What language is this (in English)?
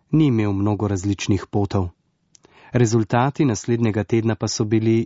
Slovenian